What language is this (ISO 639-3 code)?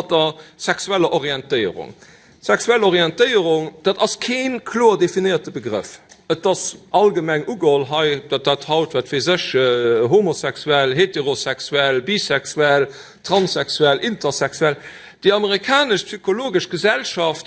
ltz